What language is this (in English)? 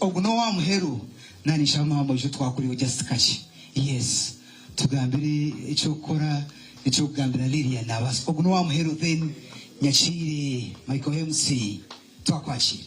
Nyankole